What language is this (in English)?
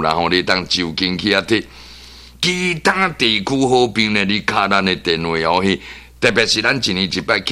Min Nan Chinese